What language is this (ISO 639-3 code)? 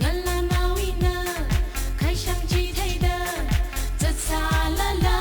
nmf